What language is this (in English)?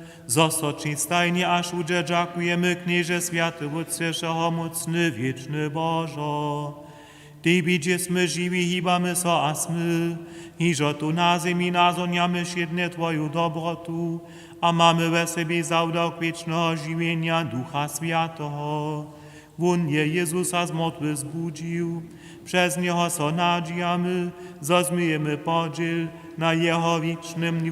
Upper Sorbian